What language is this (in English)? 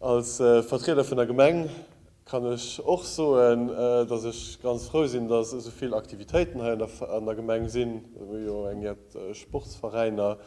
Luxembourgish